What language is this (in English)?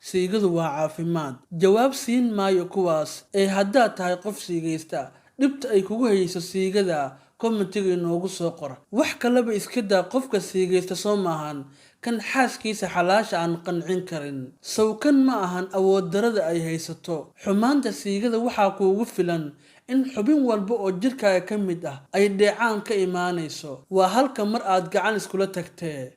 Somali